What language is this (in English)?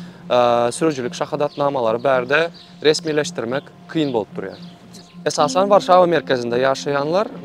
Turkmen